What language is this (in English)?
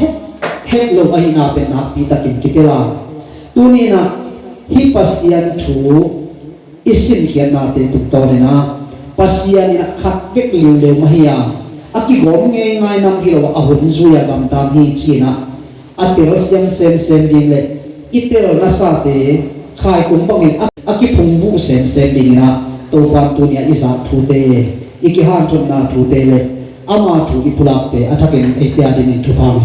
Tedim Chin